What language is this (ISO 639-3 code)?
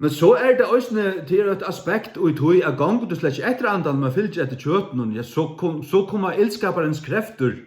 fao